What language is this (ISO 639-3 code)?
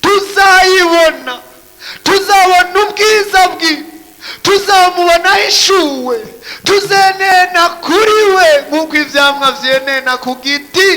run